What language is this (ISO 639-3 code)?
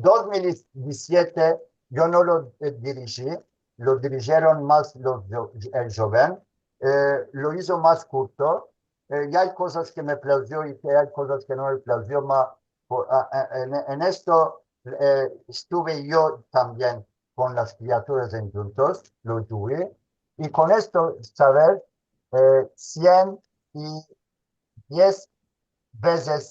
lad